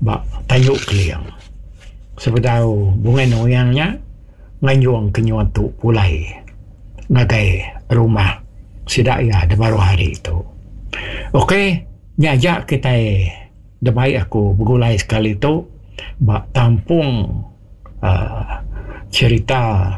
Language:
Iban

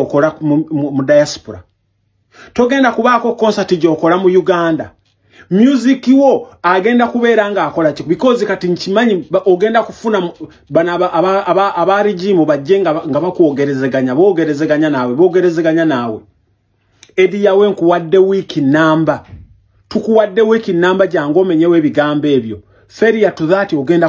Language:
Ganda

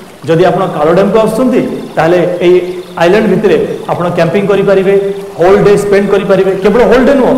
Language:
Odia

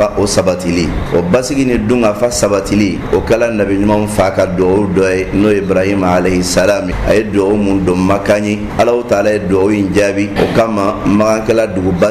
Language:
Bambara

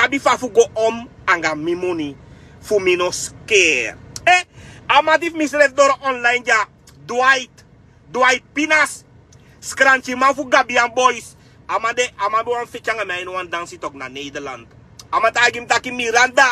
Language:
Sranan Tongo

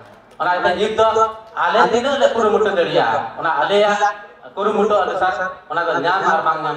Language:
Santali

